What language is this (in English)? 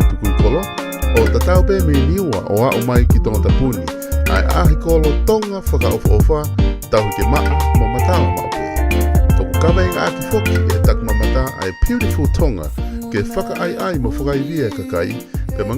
Tongan